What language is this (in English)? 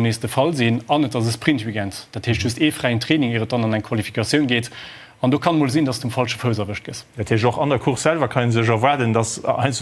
Luxembourgish